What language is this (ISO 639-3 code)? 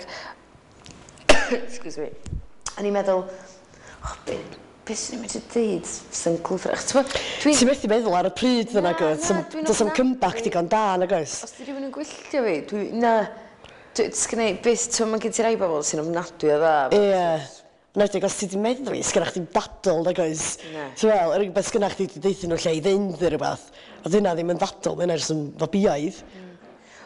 cym